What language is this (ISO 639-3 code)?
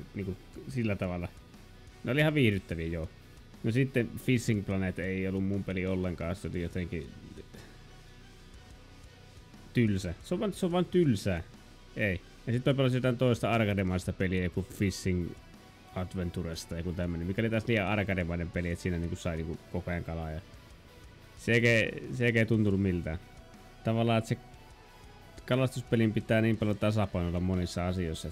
fin